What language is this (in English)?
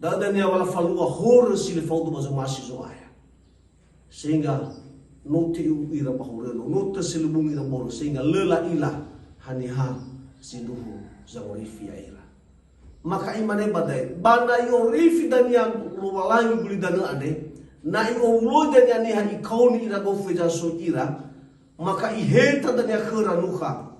Nias